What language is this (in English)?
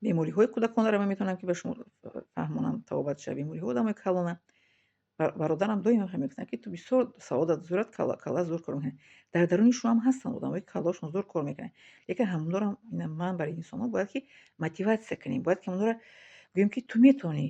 Tajik